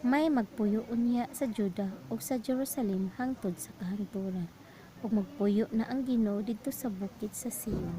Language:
Cebuano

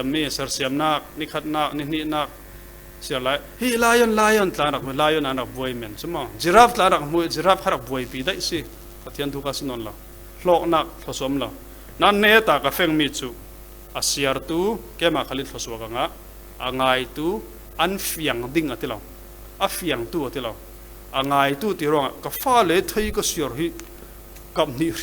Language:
Falam Chin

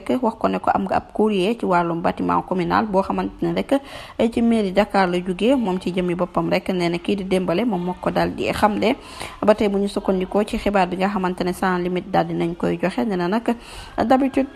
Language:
Wolof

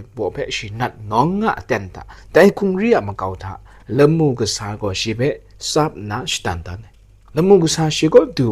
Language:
Kachin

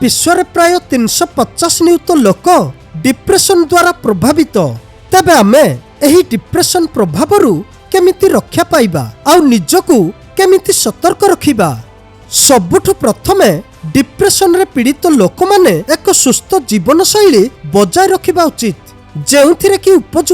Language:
Odia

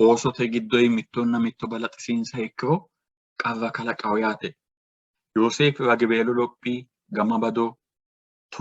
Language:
Sidamo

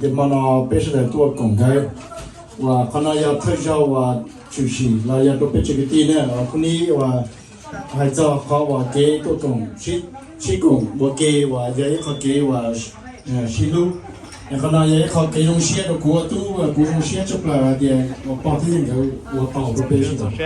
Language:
Hmong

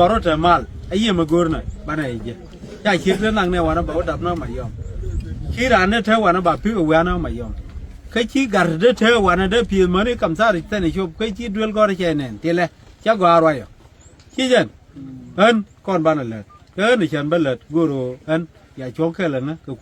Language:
Nuer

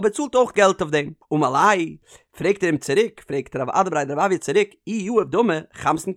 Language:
Yiddish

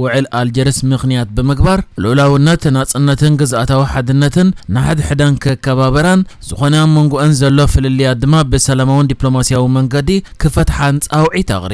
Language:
Tigrinya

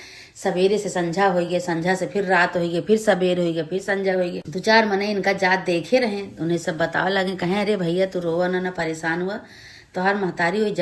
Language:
Awadhi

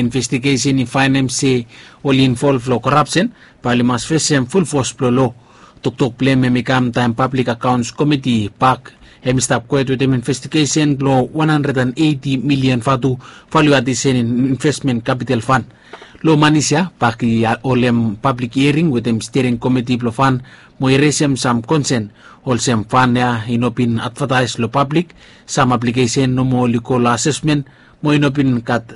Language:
Bislama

